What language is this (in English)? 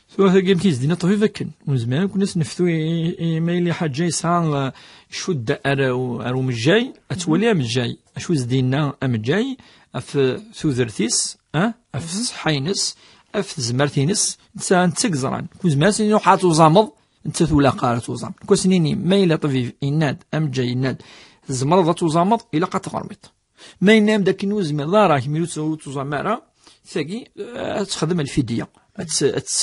Kabyle